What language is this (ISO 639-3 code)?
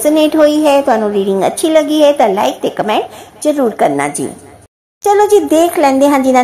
pan